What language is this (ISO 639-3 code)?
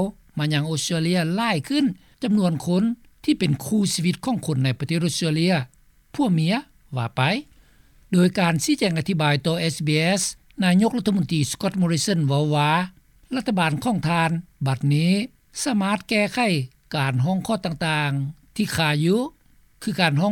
lao